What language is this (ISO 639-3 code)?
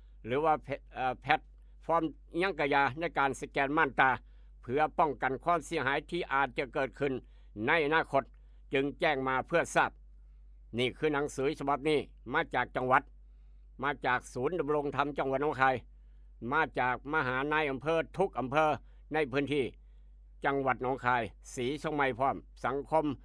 tts